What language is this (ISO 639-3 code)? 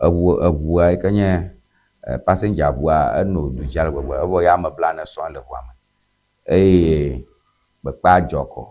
ewe